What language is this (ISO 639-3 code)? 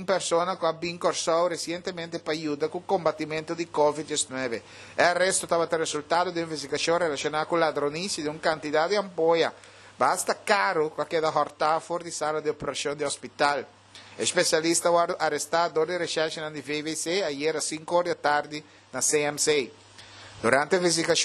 pap